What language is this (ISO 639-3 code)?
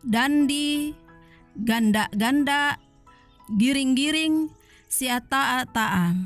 sda